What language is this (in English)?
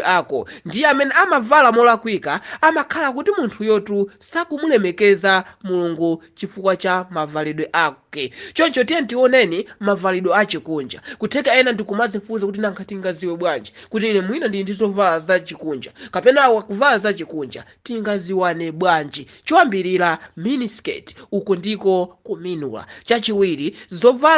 Nyanja